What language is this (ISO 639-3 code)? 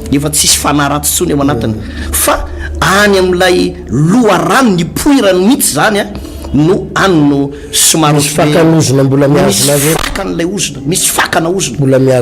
mlg